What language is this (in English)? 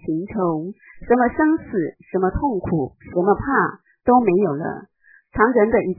Chinese